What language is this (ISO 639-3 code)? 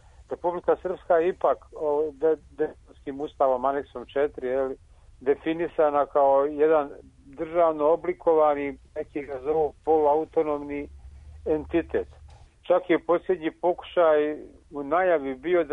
srp